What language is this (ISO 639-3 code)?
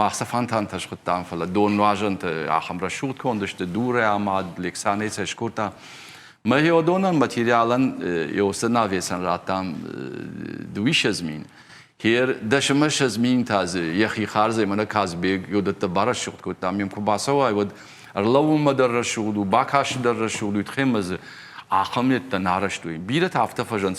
oss